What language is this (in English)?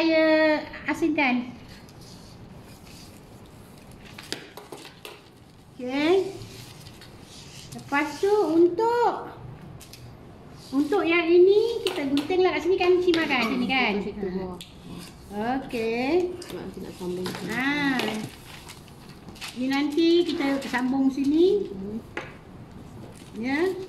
Malay